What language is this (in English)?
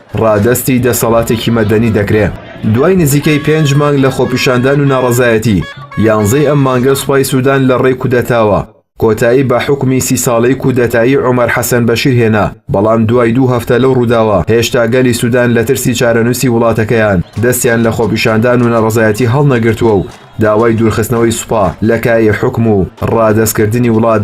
Central Kurdish